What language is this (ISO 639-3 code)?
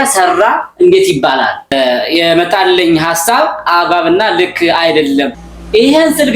amh